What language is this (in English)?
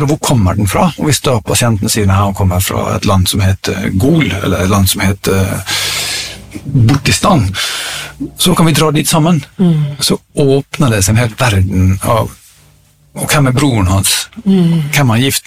Norwegian